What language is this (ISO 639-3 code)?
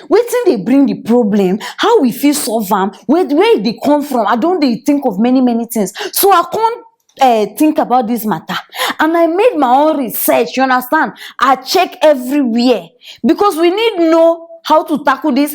pcm